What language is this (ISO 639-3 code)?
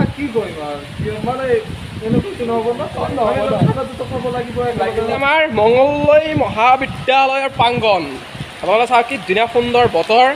asm